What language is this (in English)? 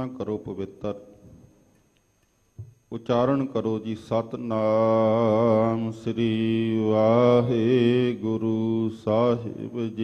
Punjabi